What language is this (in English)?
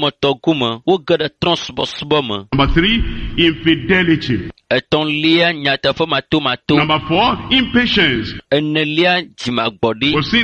Ewe